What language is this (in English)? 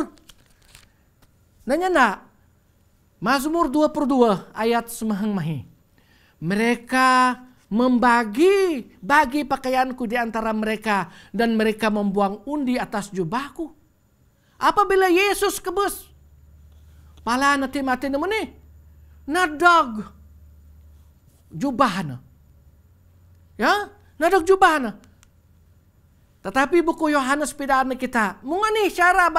Bukar-Sadung Bidayuh